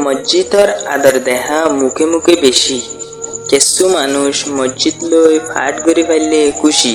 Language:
Rohingya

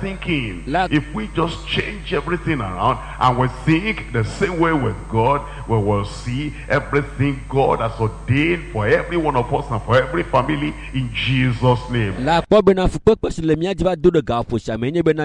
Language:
Ewe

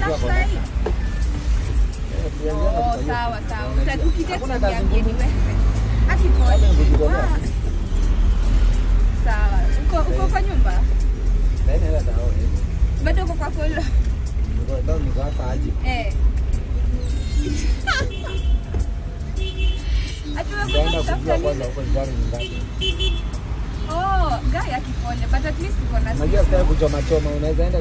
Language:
Swahili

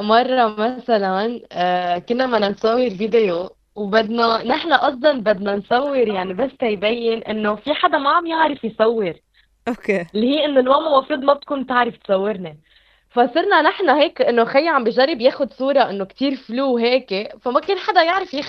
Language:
North Levantine Arabic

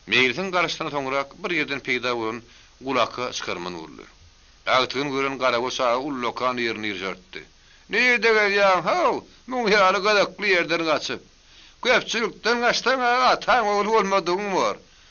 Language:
Turkmen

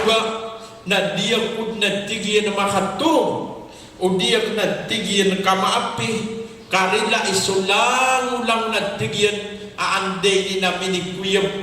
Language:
Maranao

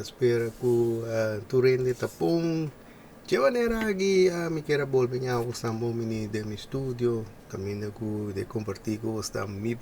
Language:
Papiamento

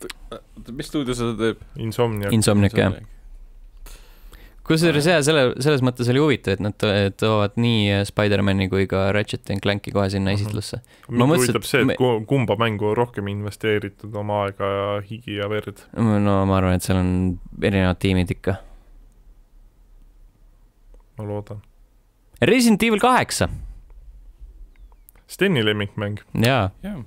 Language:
Estonian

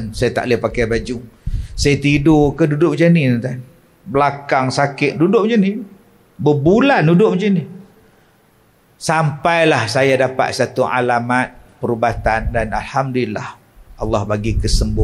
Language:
Malay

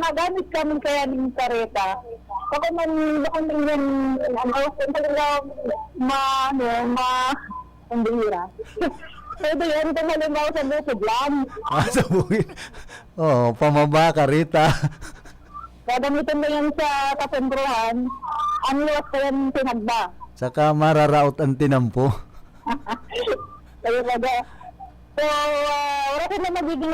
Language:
Bikol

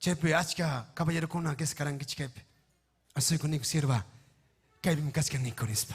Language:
Ayacucho Quechua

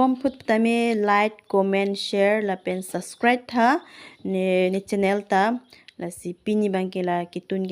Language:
Karbi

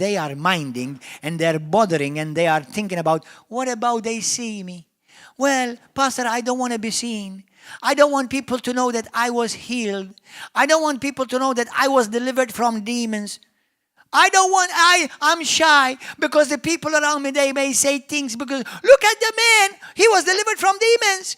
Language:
English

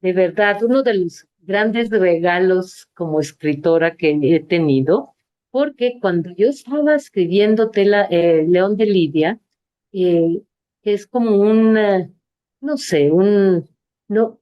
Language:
Ladino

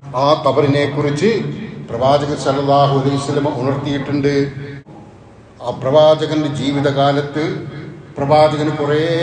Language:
Malayalam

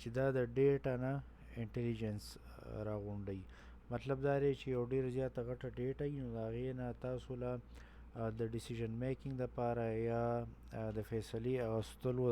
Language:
Pashto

